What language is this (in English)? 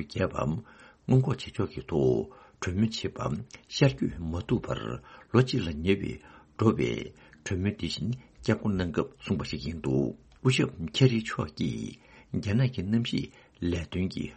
Tibetan